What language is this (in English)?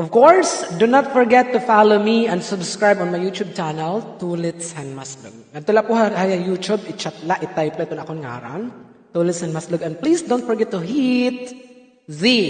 Waray